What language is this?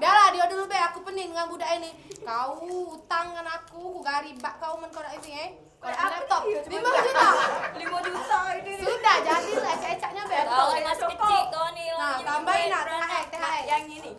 Musi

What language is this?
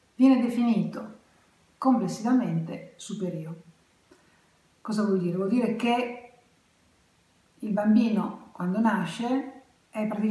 Italian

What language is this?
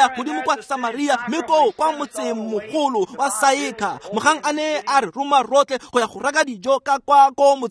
Tswana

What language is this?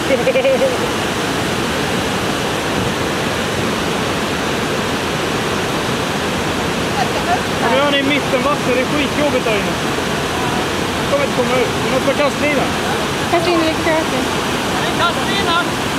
Swedish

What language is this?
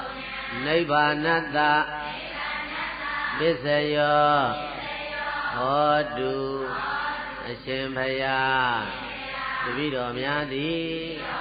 Burmese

